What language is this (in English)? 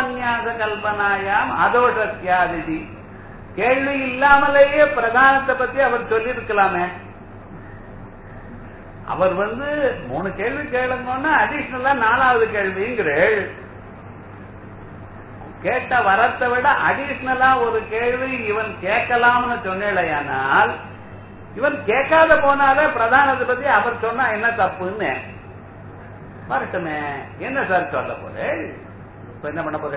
Tamil